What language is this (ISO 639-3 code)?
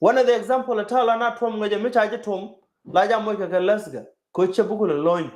nus